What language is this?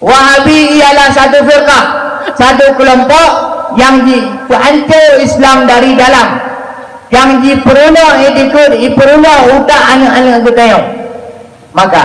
Achinese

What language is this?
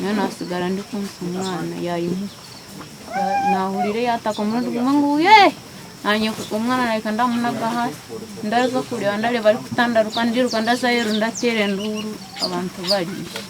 Nyankole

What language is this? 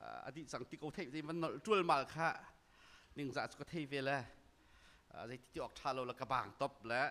Hakha Chin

